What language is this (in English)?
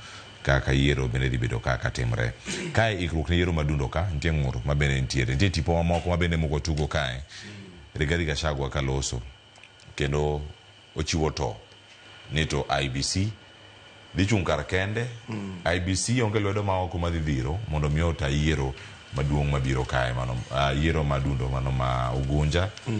Luo (Kenya and Tanzania)